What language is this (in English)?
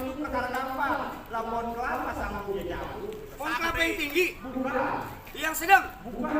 Betawi